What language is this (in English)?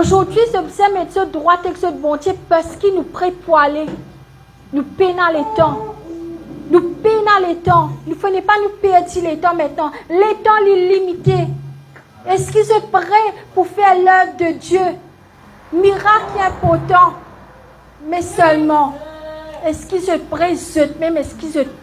Morisyen